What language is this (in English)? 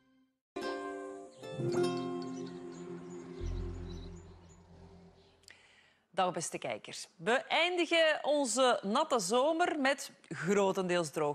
Dutch